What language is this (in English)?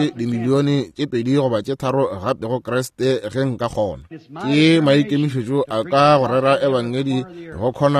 Northern Sotho